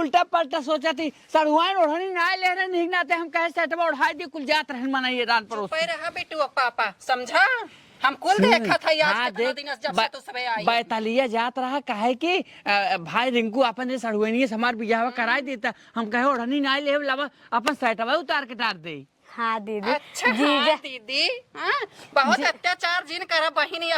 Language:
Awadhi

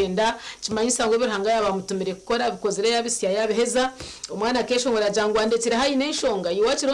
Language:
Nyankole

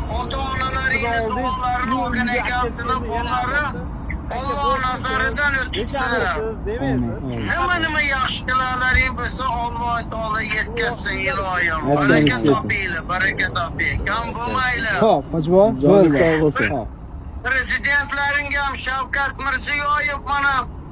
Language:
Uzbek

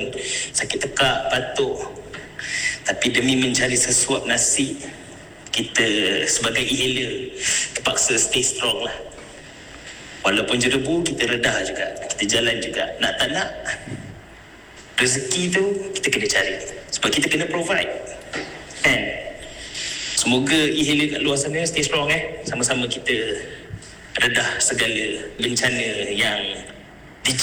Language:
Malay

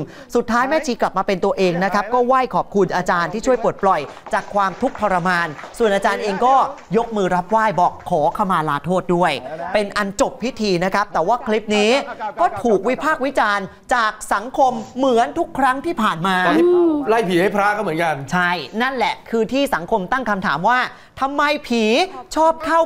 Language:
Thai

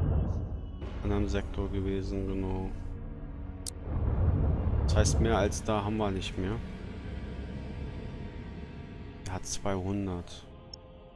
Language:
German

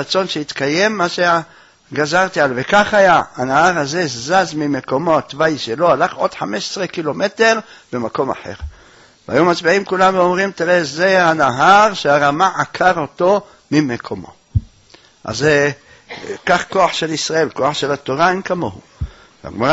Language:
Hebrew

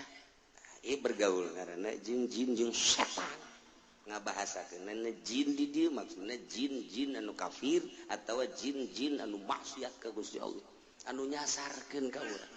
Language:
Sundanese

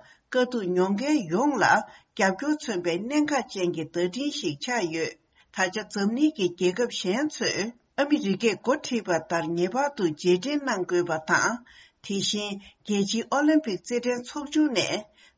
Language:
Tibetan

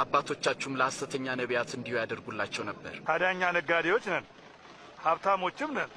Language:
Amharic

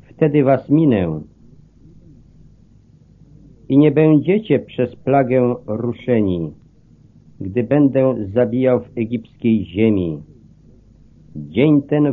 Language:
Polish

